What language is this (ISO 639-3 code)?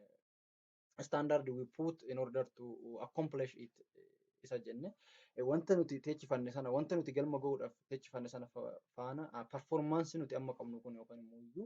orm